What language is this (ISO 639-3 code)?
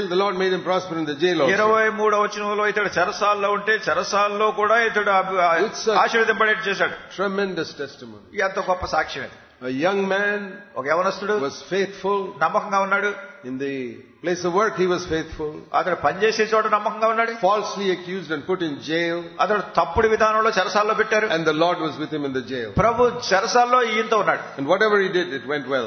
tel